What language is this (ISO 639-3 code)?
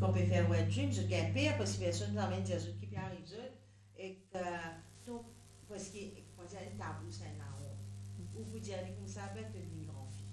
mfe